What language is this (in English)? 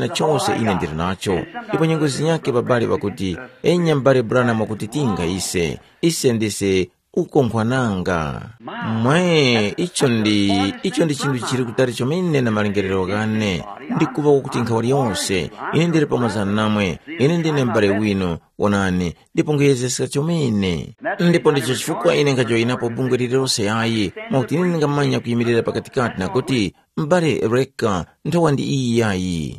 Tumbuka